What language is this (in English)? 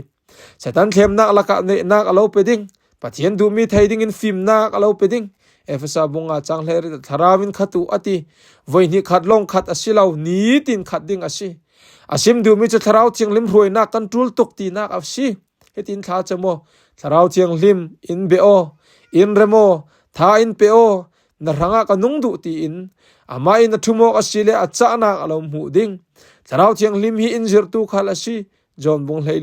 Falam Chin